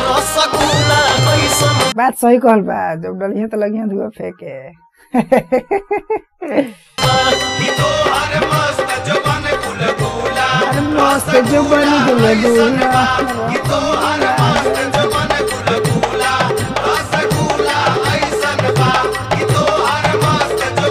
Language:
Bhojpuri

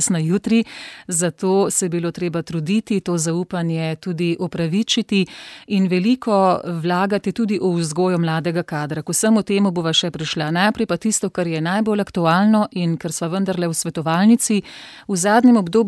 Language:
Slovenian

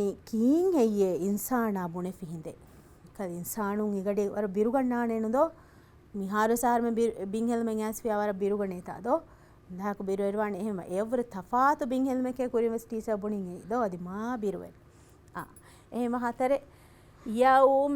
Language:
Divehi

